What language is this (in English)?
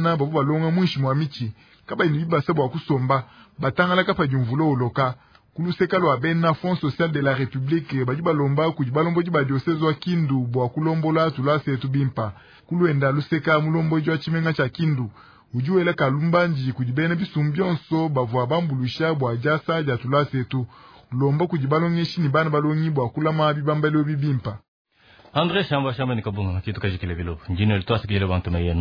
Luba-Lulua